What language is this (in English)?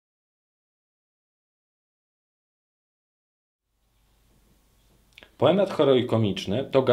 Polish